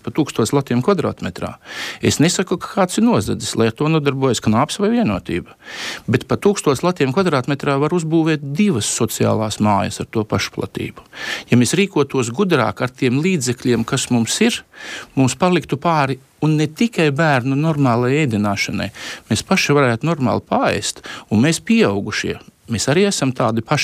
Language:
Latvian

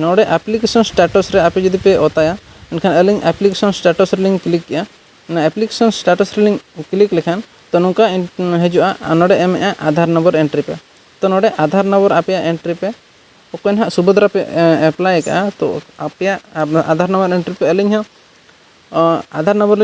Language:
Santali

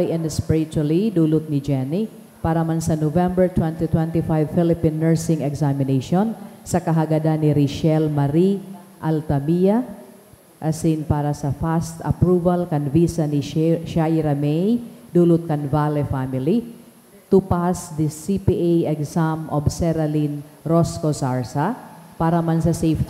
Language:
Bikol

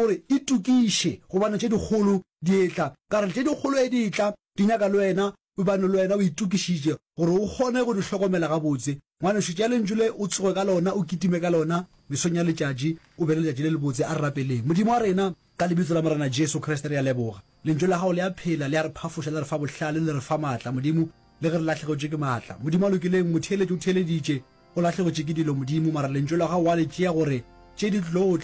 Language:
Northern Sotho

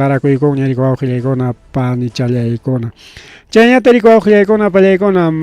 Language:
Ayacucho Quechua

